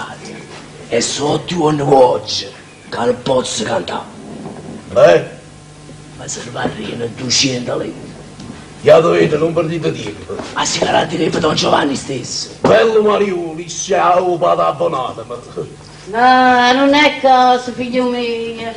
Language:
Neapolitan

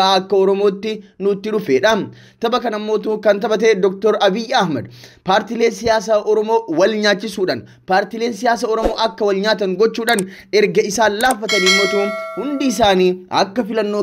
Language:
Oromo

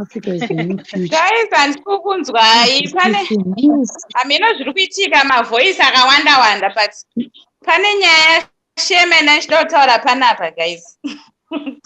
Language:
Shona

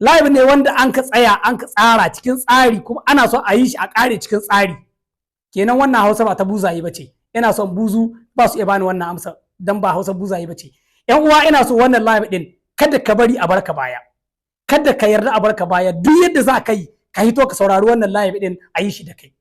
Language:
Hausa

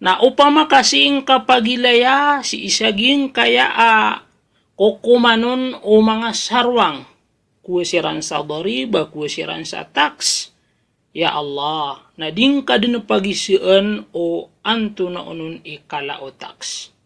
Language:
Maranao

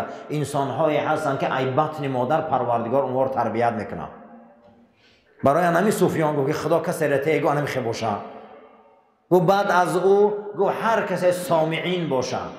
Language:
Persian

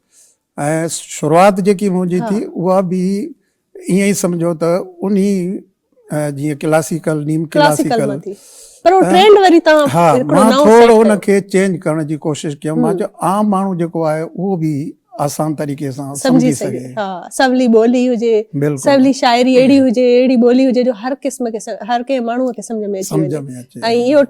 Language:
Sindhi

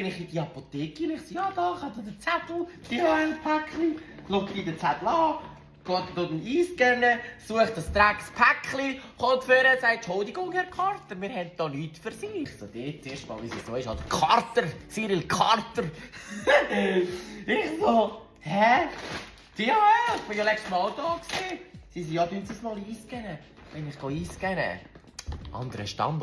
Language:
Swiss German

